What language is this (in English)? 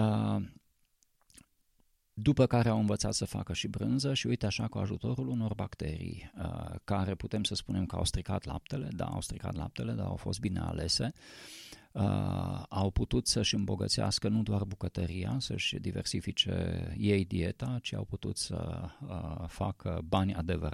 Romanian